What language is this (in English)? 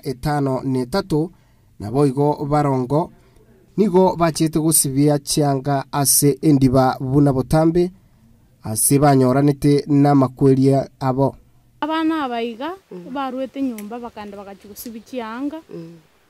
Gusii